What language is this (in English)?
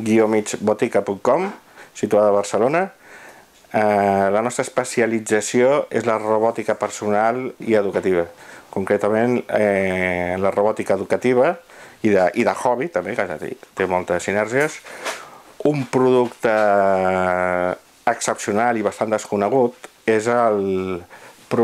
Catalan